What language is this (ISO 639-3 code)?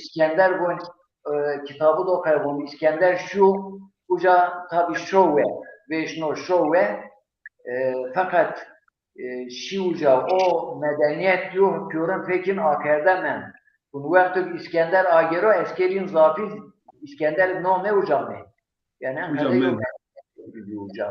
zza